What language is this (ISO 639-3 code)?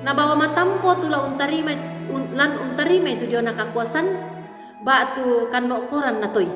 sda